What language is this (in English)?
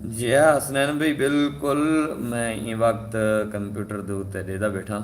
Saraiki